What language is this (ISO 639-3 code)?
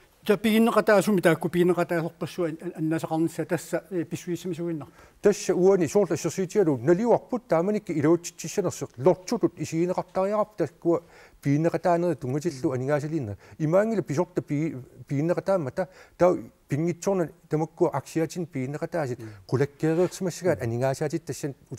kal